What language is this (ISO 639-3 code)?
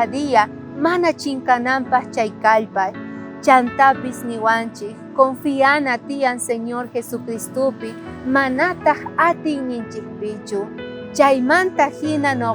quh